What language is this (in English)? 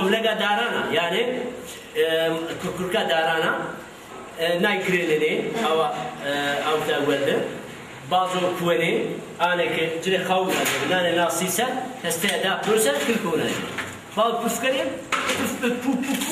Zaza